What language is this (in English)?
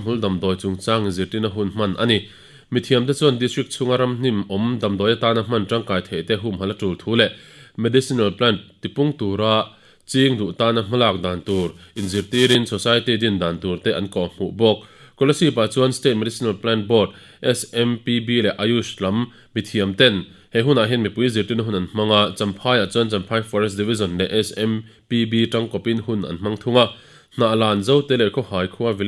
Mizo